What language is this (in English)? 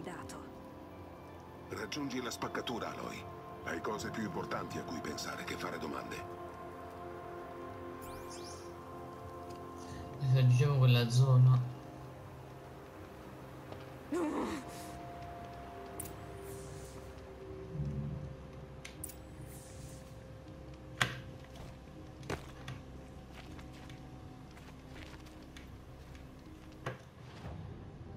Italian